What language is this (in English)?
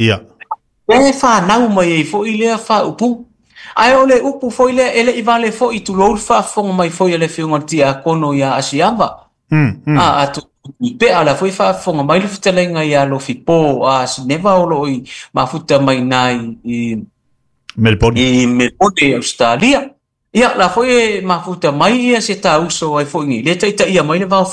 Samoan